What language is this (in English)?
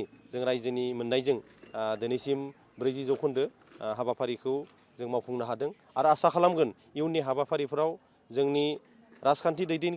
Bodo